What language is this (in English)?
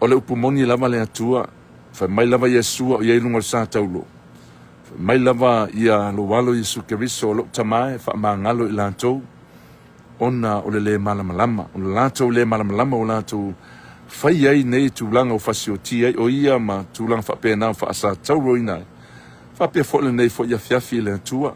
Samoan